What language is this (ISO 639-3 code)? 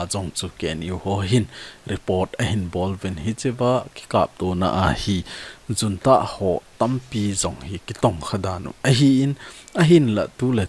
tcz